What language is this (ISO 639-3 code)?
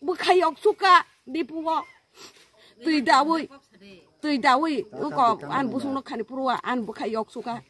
trp